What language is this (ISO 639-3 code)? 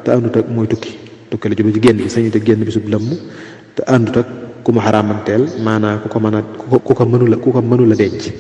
wol